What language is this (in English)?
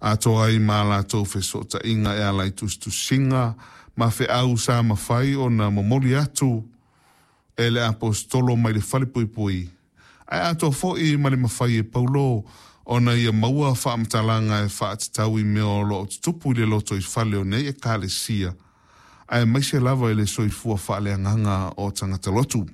Samoan